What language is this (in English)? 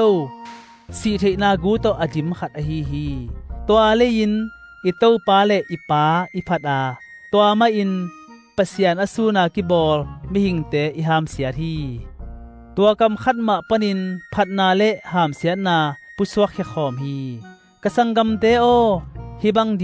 Tedim Chin